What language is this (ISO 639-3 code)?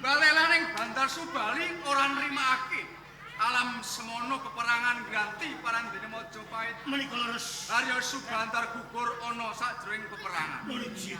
jav